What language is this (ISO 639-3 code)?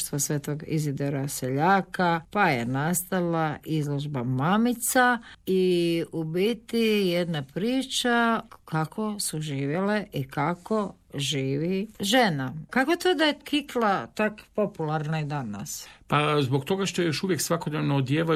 hrv